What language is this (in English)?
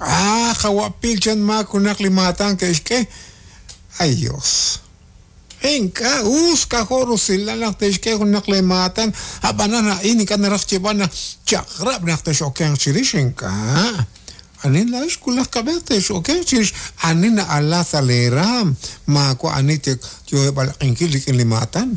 Kekchí